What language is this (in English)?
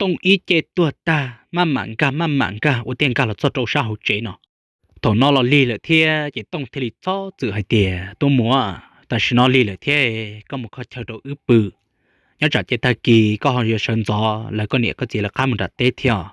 Hmong